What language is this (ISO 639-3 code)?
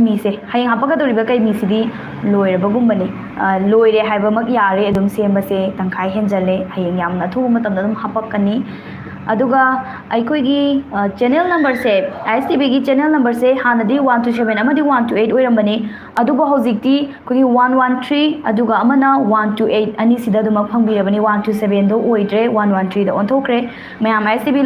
mni